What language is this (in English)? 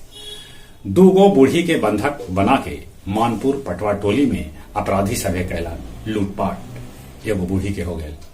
Magahi